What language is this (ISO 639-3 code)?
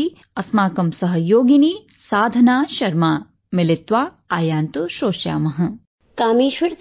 san